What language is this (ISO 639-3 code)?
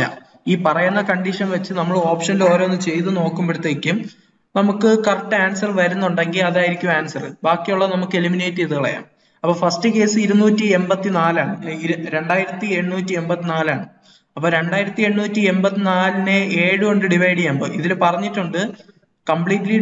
mal